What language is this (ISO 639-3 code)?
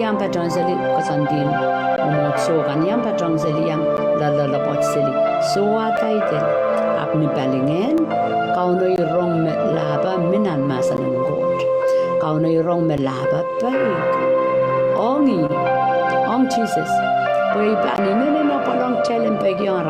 pon